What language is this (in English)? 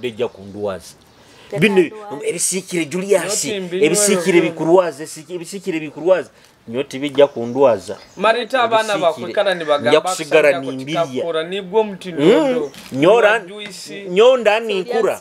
Nyoro